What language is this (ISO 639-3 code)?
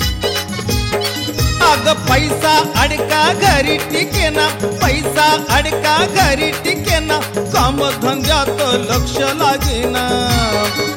mar